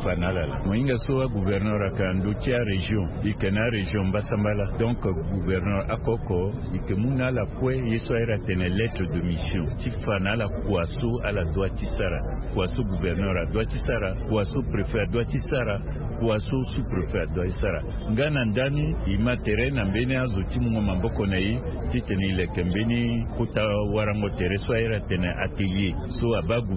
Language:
Sango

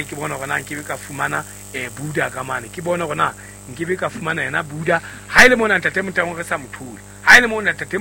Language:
Southern Sotho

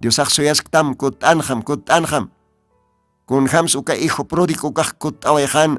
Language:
Aymara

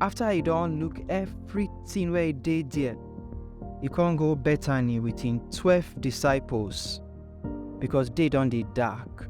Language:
Nigerian Pidgin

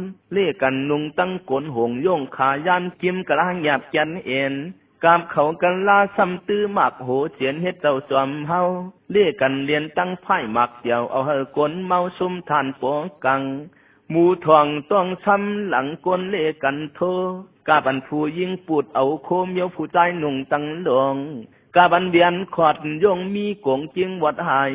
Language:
Shan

